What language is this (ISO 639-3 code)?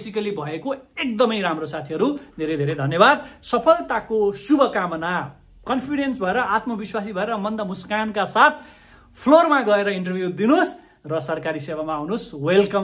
nep